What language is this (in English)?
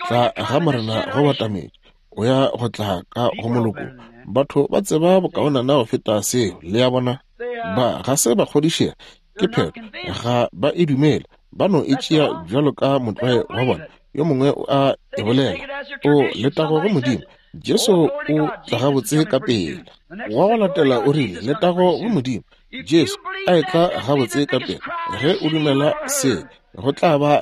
Northern Sotho